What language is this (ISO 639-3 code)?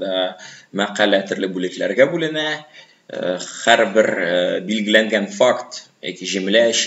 tat